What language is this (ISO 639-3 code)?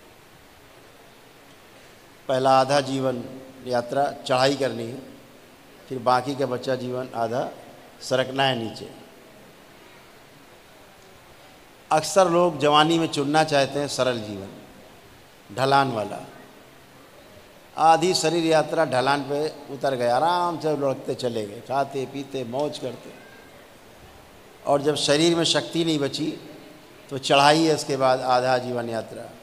hin